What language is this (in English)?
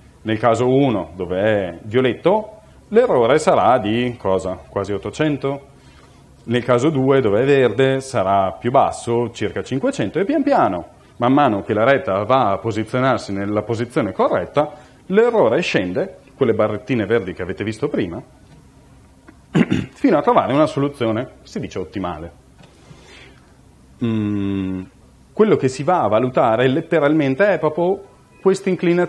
Italian